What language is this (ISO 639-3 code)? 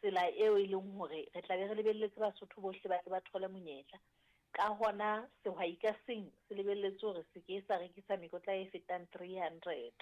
sot